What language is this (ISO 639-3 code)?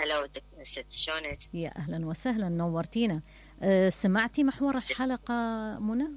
acm